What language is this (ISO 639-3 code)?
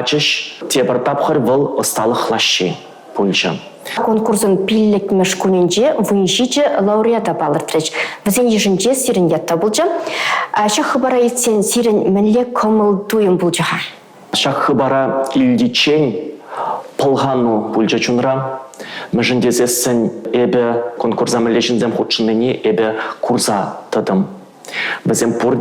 chv